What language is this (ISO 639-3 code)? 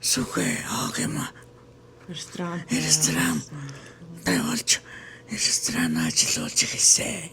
mon